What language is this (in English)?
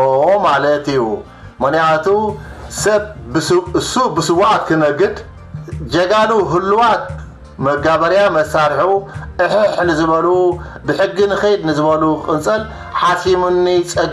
Tigrinya